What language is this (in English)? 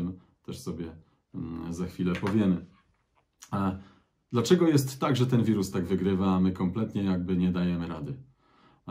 Polish